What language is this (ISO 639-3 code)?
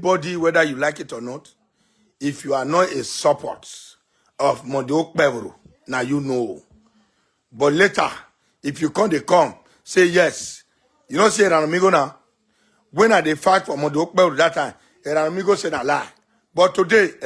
pcm